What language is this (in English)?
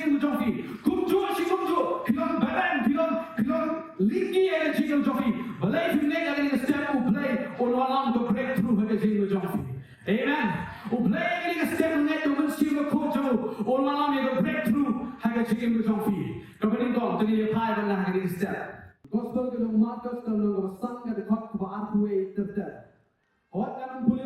Khasi